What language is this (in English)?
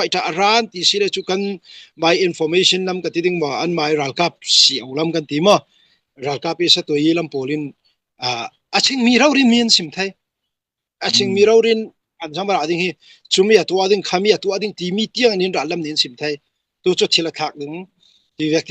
Falam Chin